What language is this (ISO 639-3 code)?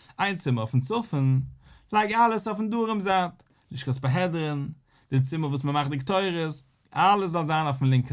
yid